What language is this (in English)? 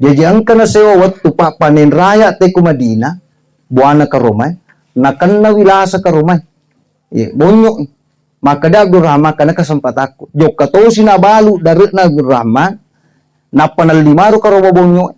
Buginese